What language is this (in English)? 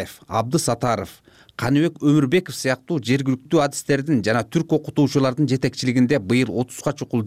Kyrgyz